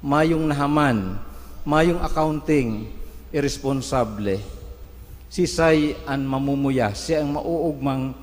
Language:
Bikol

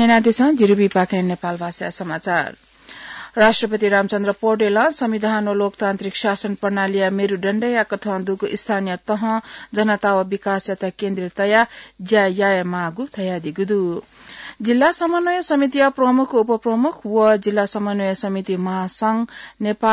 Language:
Newari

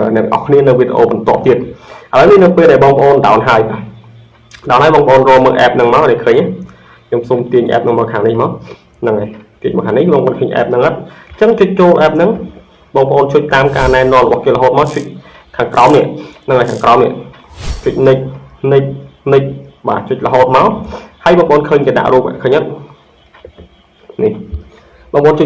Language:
Khmer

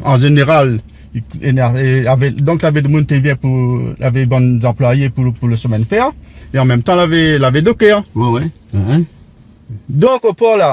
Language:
Réunion Creole French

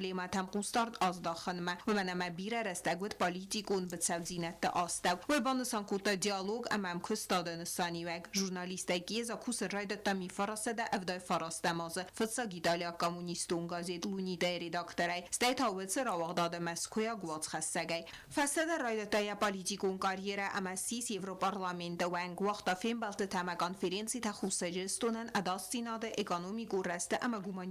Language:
Ossetic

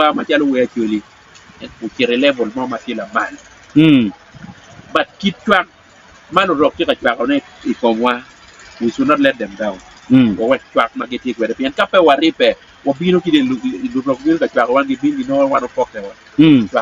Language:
Acoli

